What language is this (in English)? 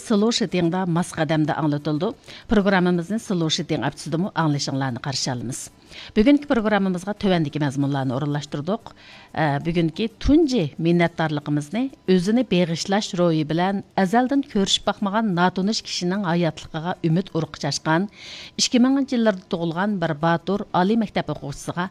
Uyghur